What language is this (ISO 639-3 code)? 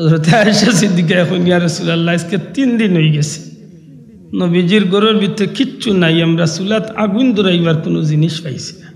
syl